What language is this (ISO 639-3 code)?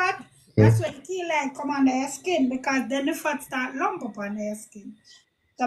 jam